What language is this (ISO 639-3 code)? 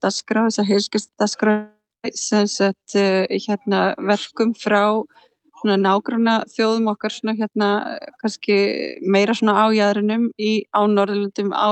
isl